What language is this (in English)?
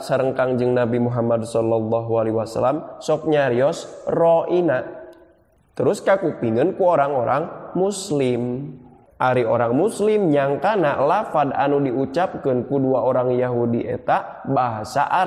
Sundanese